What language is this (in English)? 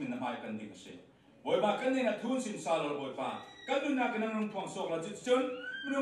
Falam Chin